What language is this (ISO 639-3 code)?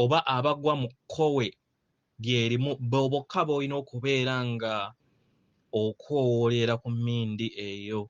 lug